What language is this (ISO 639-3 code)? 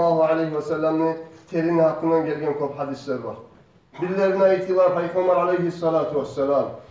kum